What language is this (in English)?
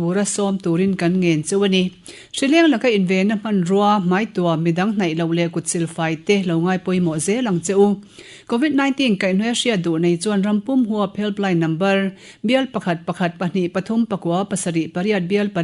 Mizo